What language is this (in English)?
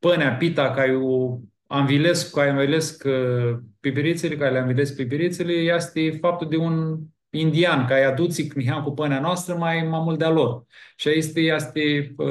Aromanian